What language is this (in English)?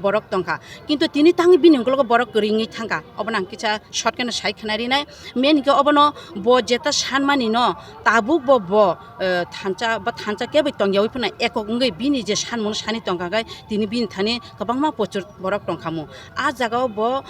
Kok Borok